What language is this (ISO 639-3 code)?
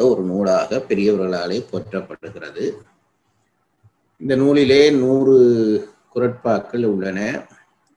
tam